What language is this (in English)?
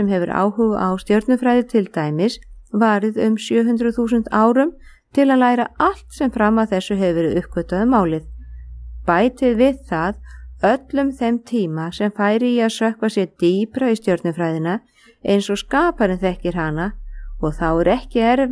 Icelandic